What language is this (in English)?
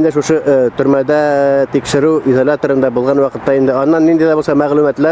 Tatar